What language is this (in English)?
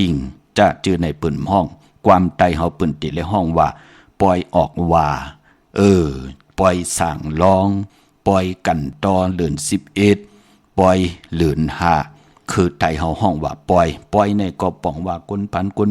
Shan